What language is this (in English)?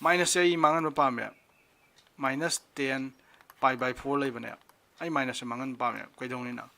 Manipuri